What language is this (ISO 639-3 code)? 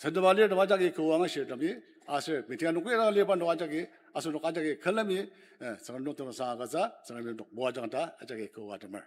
njo